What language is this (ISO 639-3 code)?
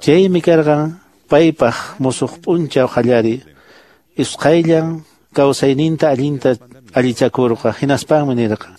que